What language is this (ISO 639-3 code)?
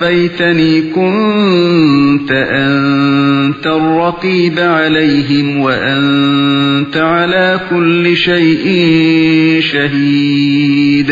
uig